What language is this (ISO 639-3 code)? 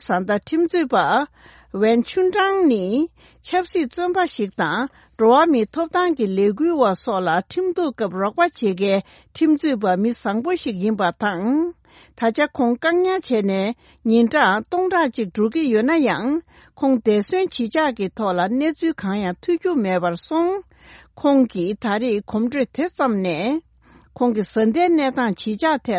bod